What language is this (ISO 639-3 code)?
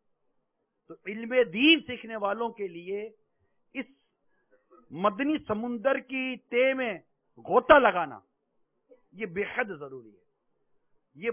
urd